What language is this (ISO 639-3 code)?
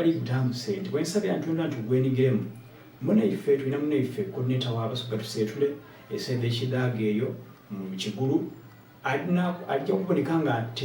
xog